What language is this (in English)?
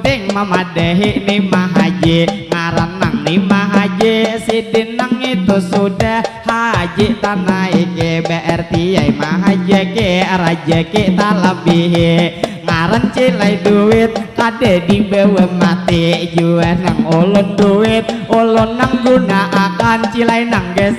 Banjar